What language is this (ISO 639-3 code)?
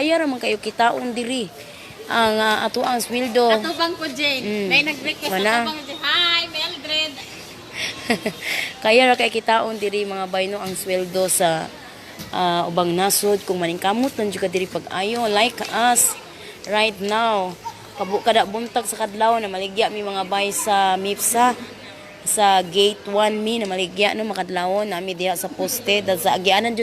ceb